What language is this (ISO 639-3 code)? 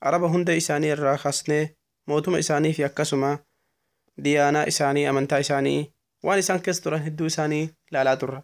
orm